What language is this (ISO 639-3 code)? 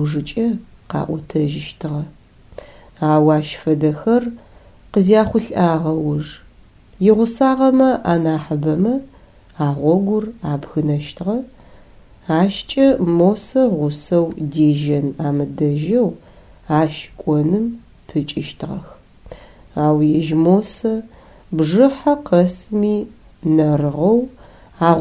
ady